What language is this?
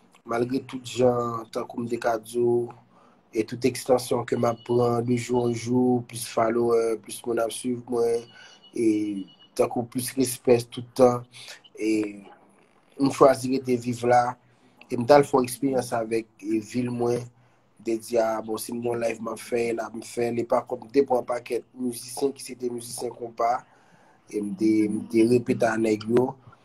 Haitian Creole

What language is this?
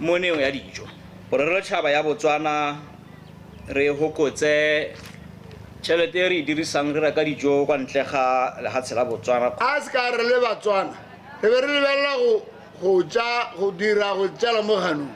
Tswana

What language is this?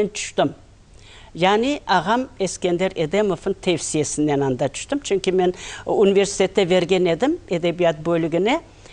Crimean Tatar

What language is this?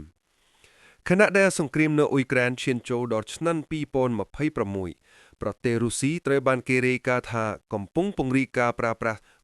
Khmer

